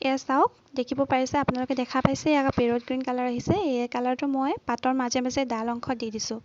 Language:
Assamese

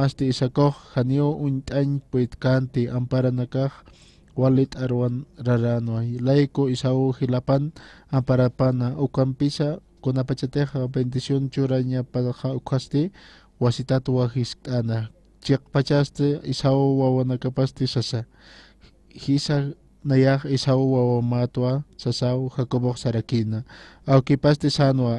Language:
Aymara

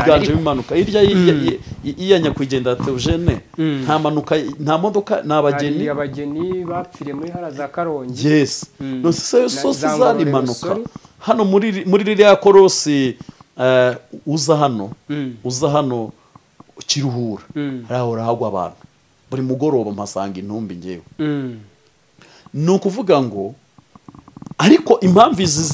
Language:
Kinyarwanda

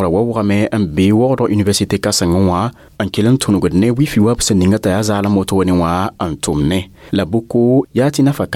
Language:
Mossi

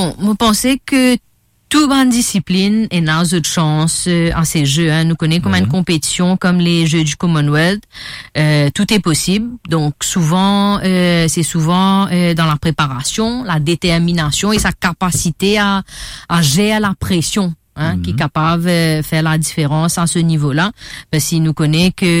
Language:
Morisyen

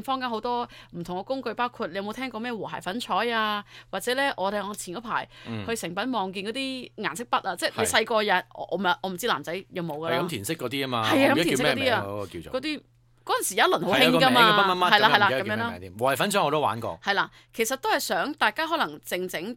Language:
Cantonese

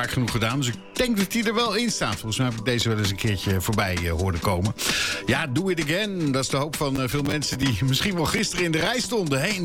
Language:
Dutch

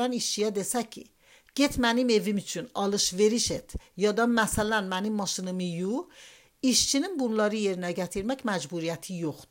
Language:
Azerbaijani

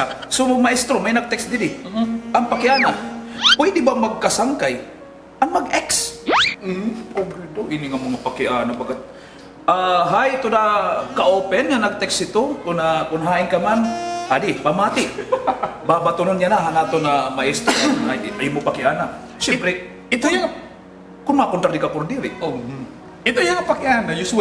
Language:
Waray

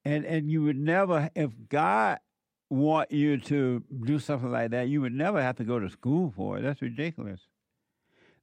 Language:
English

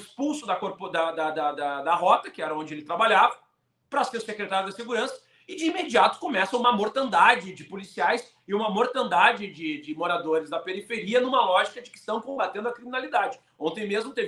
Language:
Portuguese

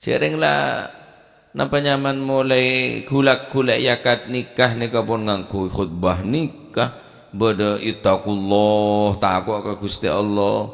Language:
Madurese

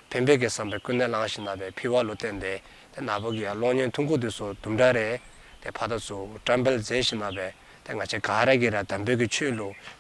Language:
Dzongkha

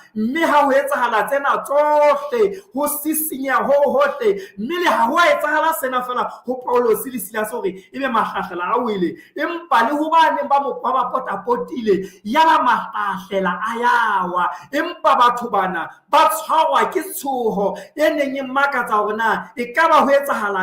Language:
Southern Sotho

